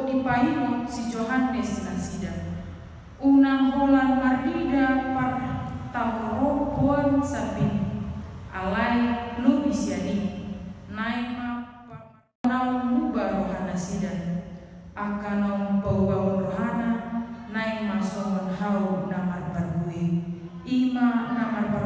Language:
Batak Toba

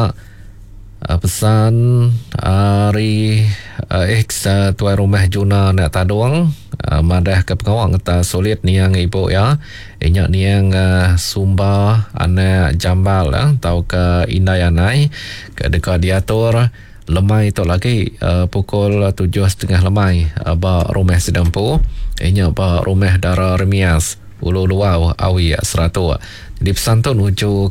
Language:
Iban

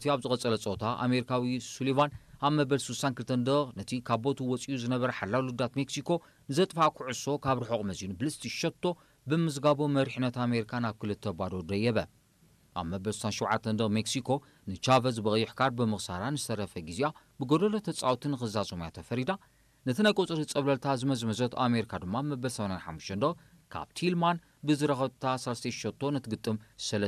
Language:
Tigrinya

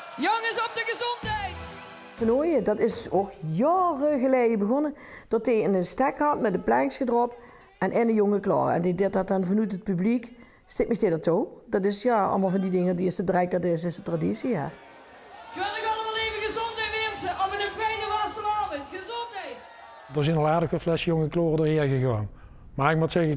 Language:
Limburgish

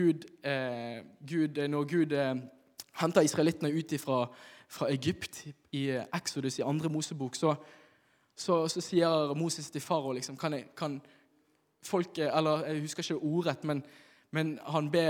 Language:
Norwegian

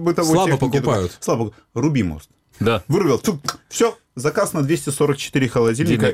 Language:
Russian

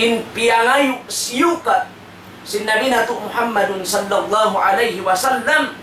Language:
Tausug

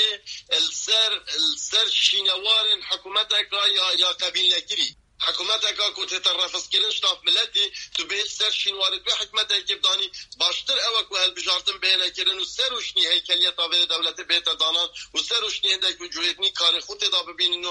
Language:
Kurdish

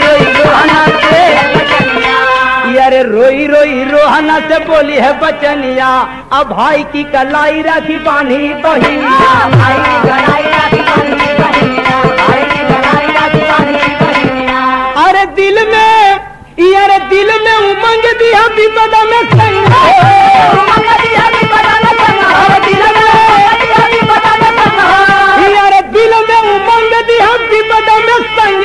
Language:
Bhojpuri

